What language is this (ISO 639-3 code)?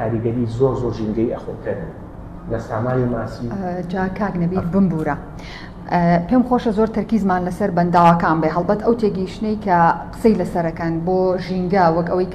ckb